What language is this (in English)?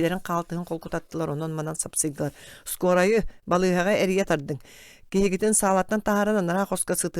Yakut